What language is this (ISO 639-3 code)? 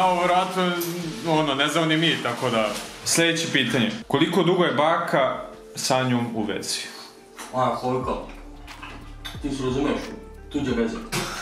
hrv